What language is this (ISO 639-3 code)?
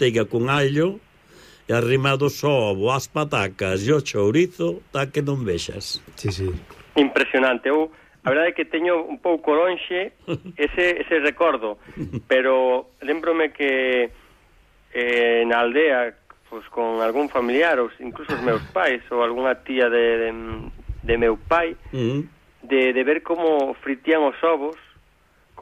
glg